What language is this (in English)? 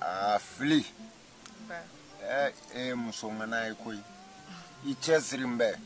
Bambara